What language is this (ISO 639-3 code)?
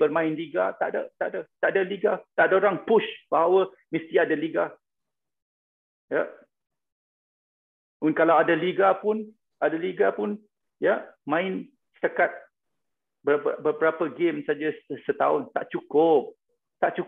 msa